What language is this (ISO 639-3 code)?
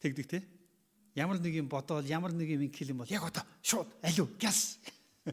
mon